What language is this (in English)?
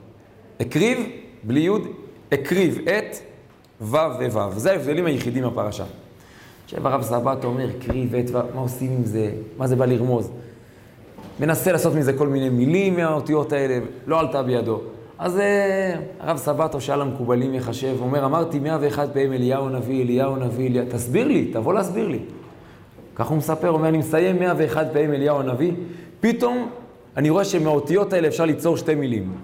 Hebrew